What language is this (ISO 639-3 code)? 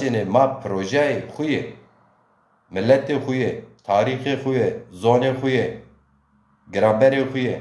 zza